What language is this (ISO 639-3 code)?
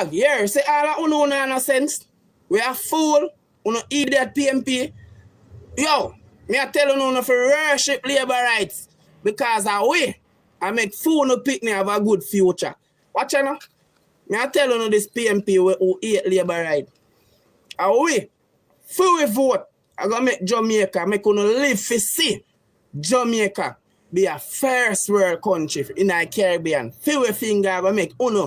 jam